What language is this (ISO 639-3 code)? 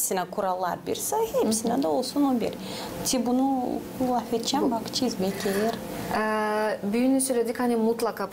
gag